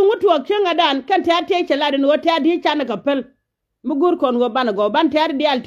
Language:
Nuer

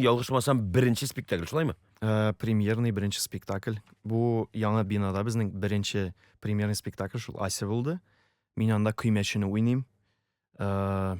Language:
Tatar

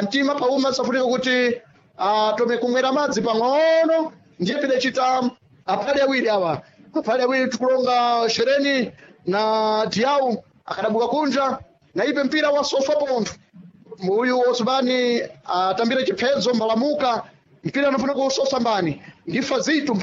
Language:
Sena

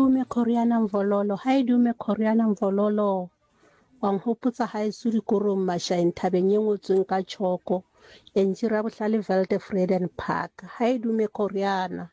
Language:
Southern Sotho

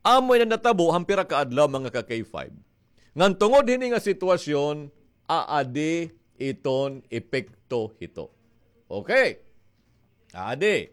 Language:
Waray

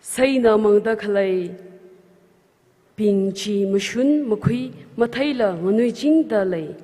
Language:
Tangkhul Naga (India)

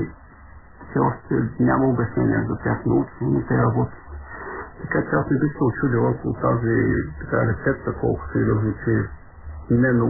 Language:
Bulgarian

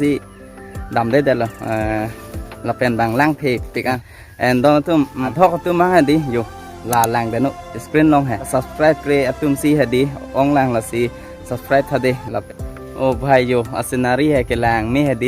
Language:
Karbi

